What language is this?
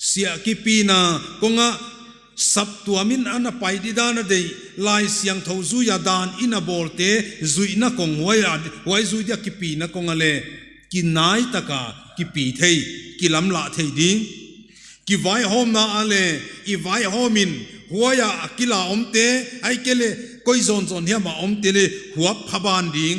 Paite Chin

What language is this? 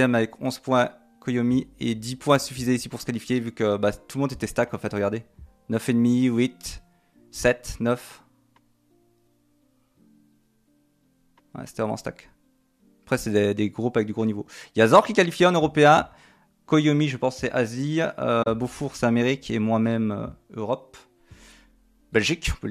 French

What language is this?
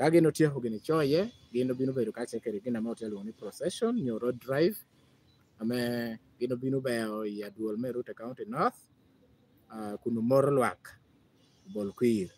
Lango (Uganda)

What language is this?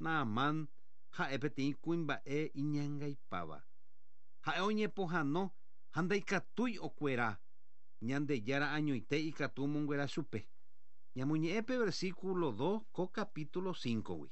Guarani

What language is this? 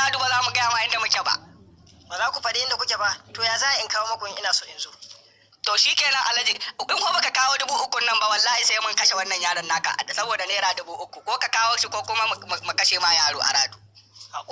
Hausa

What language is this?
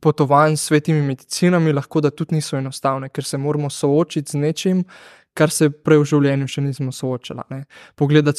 Slovenian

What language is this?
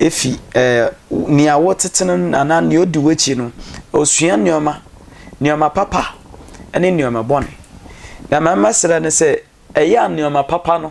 Akan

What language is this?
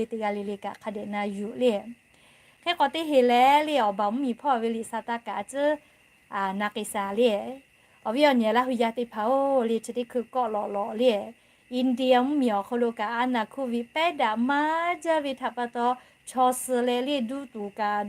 Lahu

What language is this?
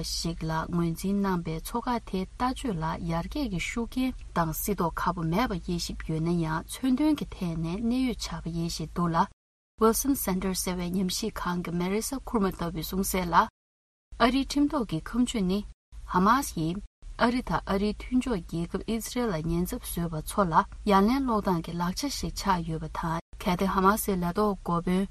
Tibetan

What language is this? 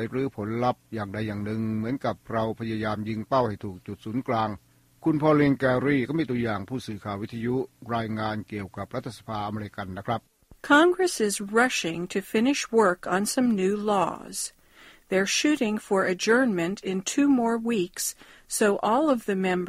Thai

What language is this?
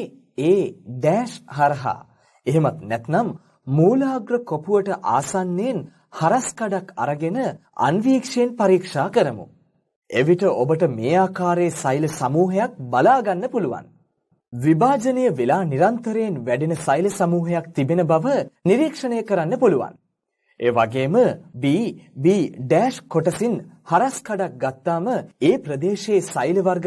Sinhala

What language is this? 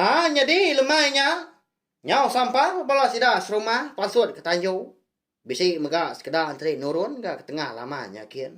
Iban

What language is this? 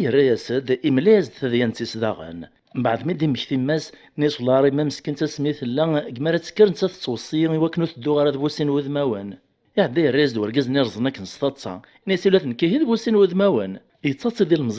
Kabyle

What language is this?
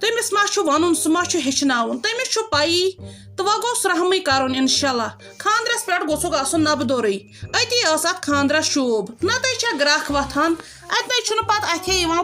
Kashmiri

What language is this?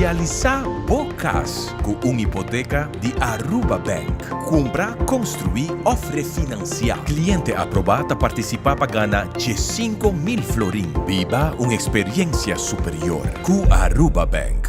Papiamento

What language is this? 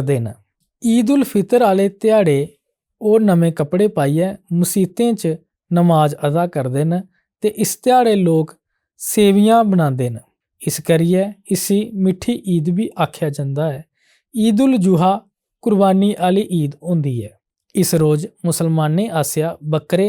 Dogri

